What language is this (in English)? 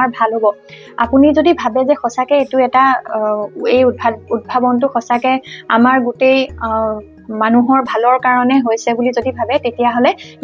Assamese